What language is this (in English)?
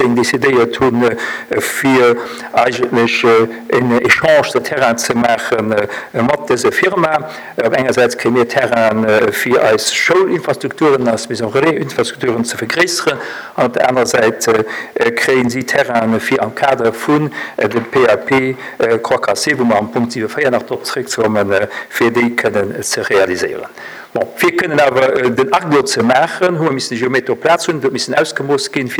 Luxembourgish